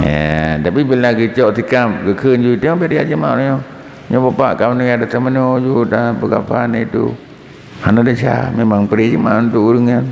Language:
Achinese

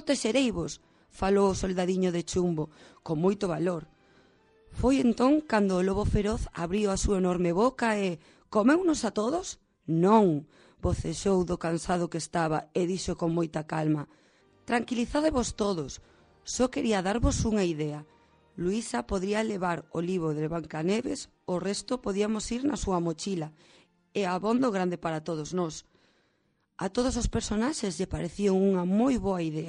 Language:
Galician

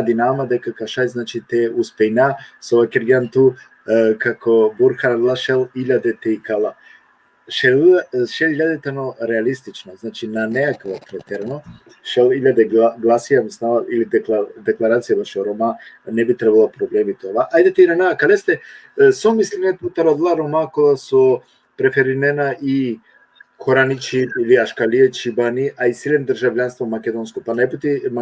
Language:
Balkan Romani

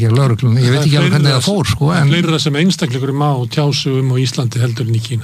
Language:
Icelandic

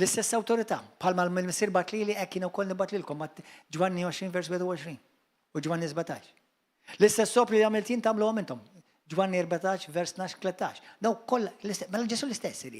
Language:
Maltese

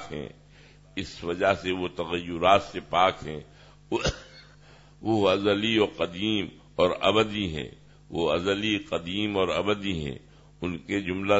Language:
Urdu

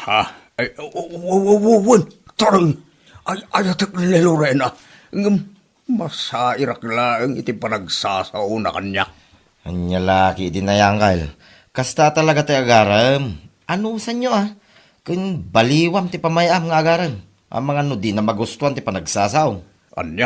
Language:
Iloko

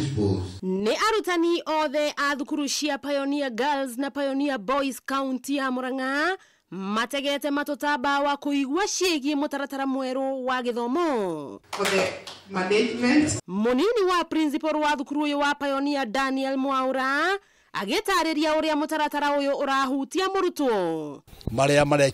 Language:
Kikuyu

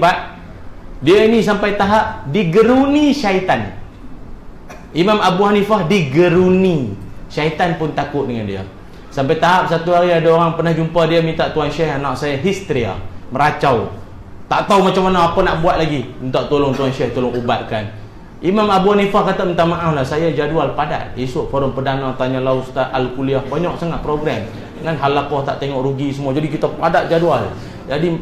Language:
Malay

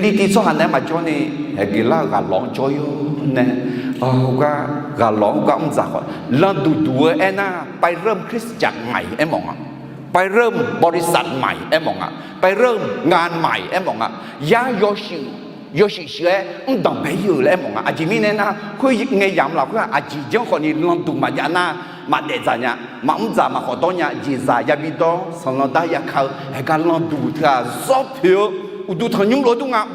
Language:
Akha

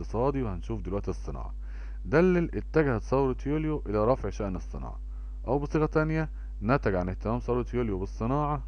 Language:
Egyptian Arabic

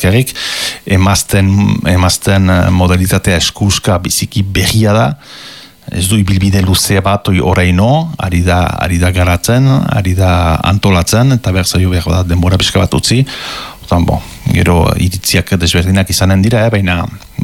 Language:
Basque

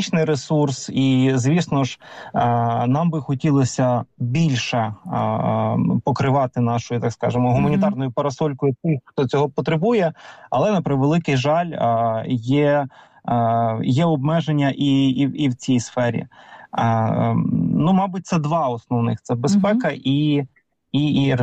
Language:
Ukrainian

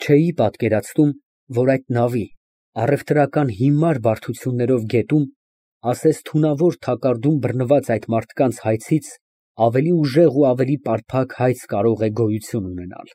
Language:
Armenian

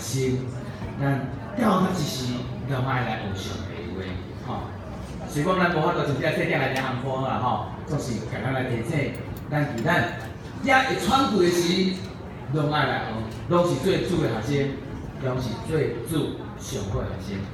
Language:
Min Nan Chinese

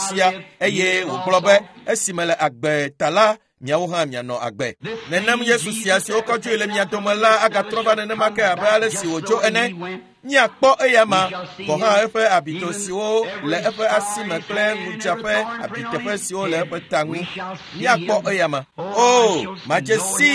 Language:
Ewe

